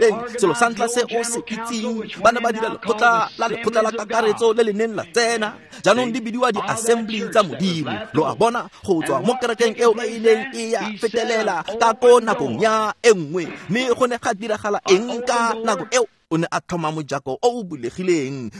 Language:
Tswana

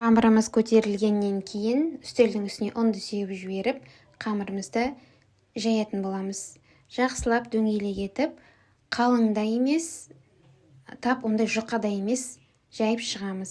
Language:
Kazakh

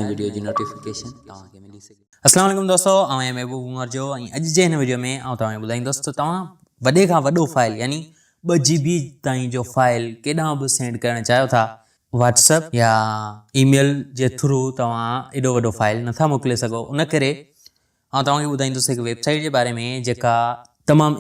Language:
Sindhi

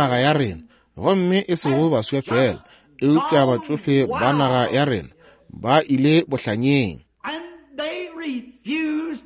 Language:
Northern Sotho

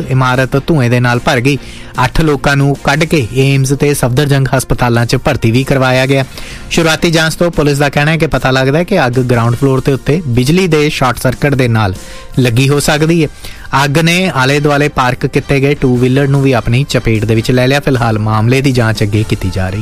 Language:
Punjabi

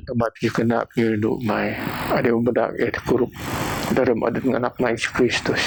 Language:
Biatah Bidayuh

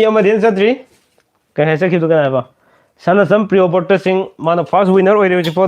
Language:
Manipuri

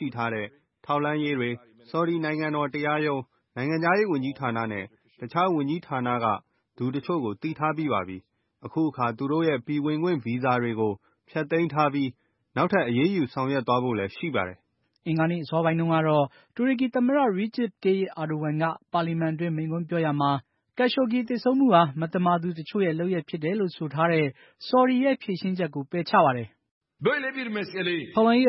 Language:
Burmese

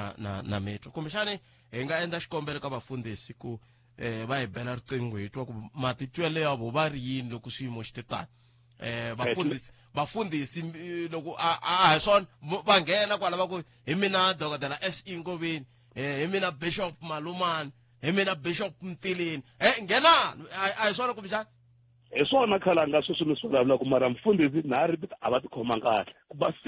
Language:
Tsonga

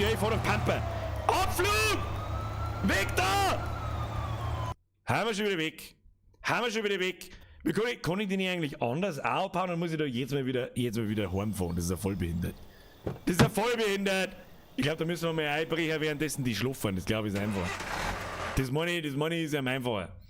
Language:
Bavarian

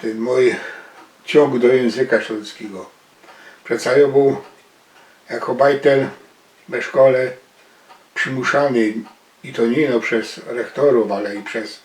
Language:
Silesian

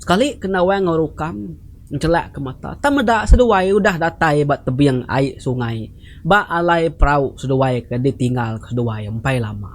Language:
Iban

